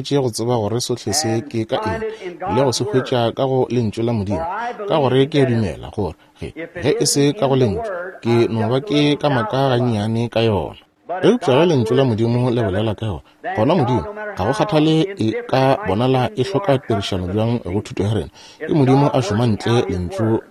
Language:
Northern Sotho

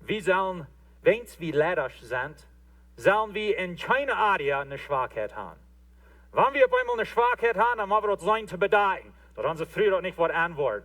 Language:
Plautdietsch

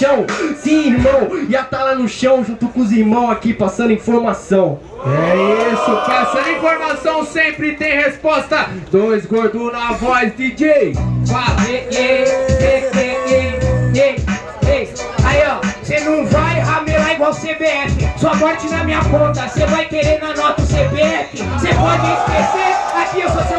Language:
Portuguese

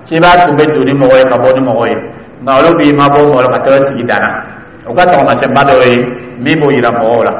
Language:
Dyula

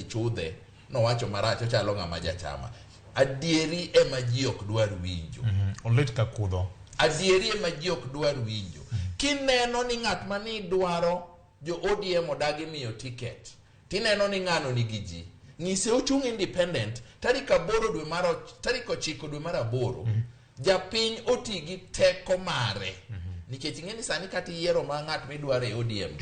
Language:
Luo (Kenya and Tanzania)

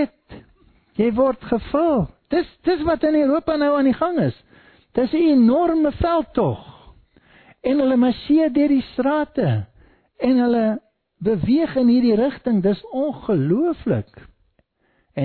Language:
Afrikaans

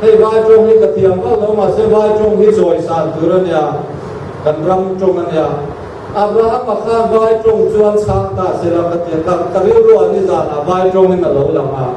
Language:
Mizo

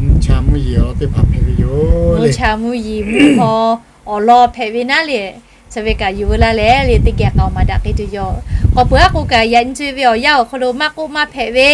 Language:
Lahu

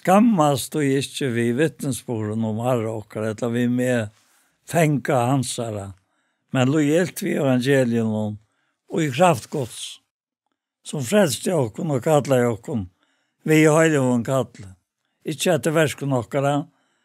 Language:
Faroese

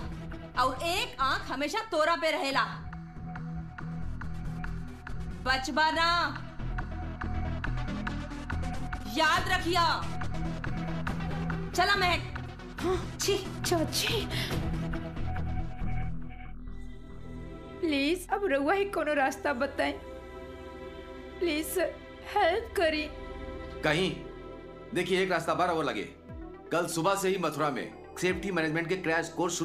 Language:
Bhojpuri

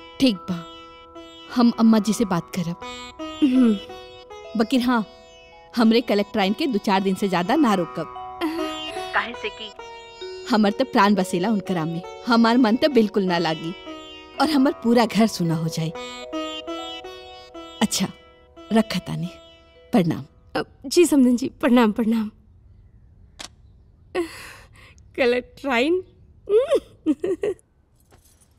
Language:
Bhojpuri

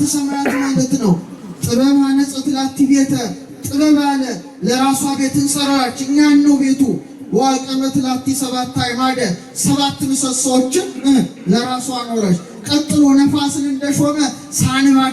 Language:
Amharic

